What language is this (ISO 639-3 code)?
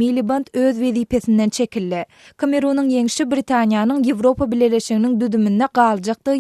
tuk